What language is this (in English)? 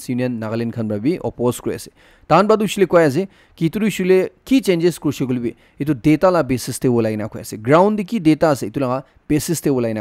Naga Pidgin